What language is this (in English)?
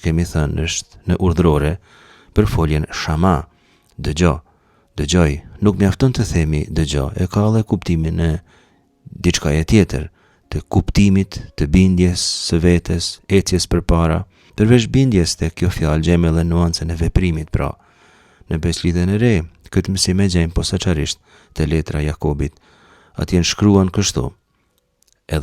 Albanian